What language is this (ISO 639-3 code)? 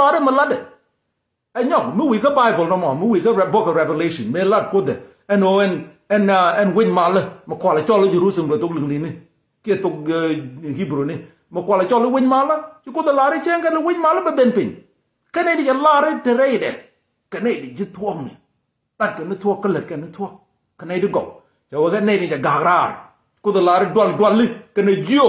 nus